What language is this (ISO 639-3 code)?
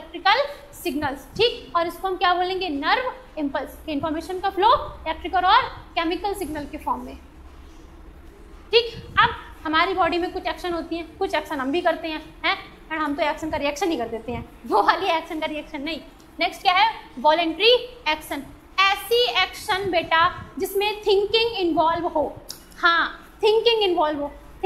hin